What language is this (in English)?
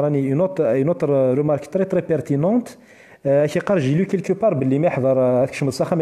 Kabyle